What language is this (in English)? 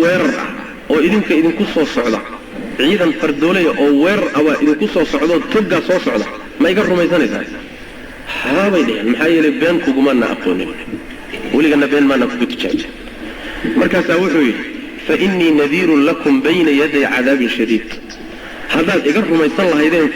Somali